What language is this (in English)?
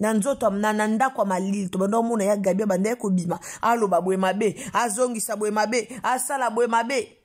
Lingala